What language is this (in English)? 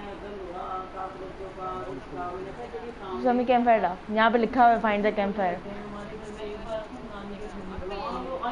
Hindi